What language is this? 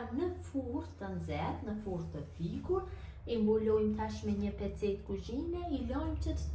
Albanian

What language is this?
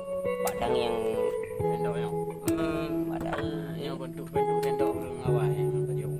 Achinese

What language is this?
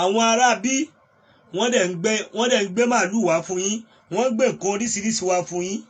Yoruba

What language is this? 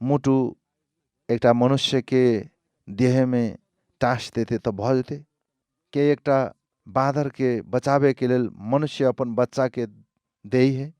Maithili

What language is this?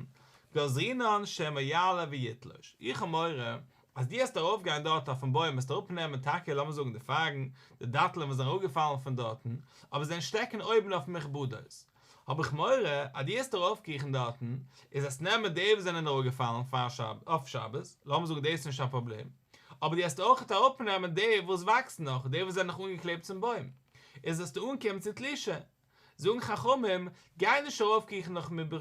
Yiddish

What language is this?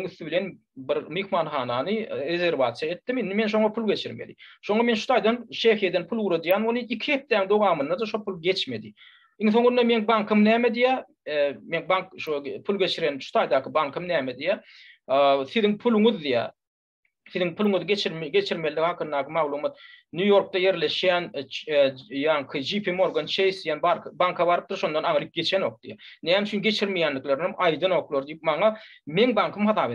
Turkmen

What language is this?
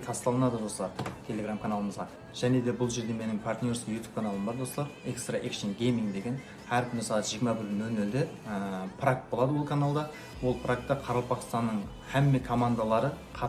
Kara-Kalpak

